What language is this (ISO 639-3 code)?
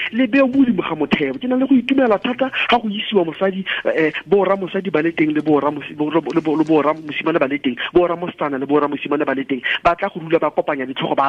tsn